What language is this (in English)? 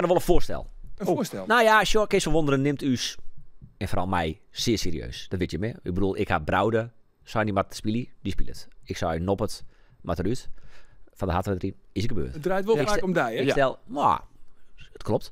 Western Frisian